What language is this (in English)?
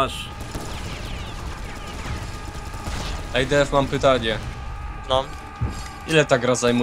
Polish